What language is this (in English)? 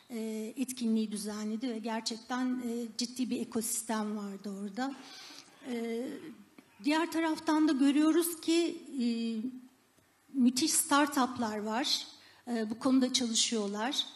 Turkish